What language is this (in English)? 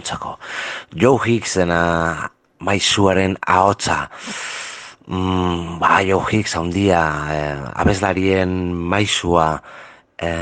Basque